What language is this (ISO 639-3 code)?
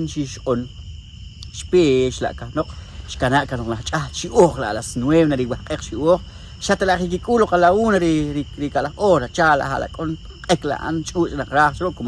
poh